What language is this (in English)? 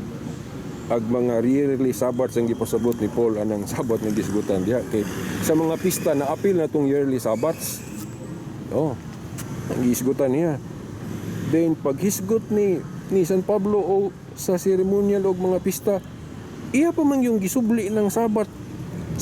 Cebuano